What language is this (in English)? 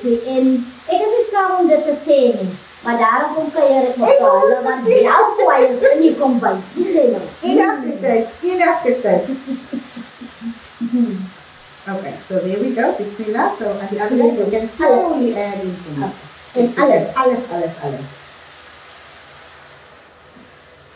Afrikaans